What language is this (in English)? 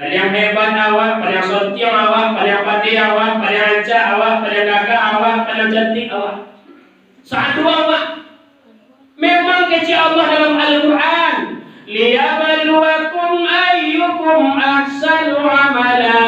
Minangkabau